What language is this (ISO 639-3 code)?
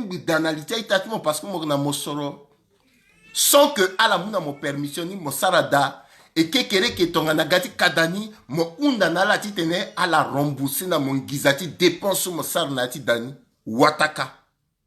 sag